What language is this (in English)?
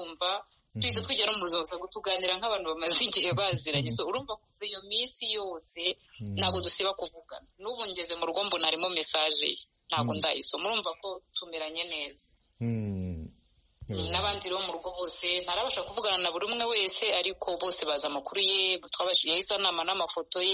Kinyarwanda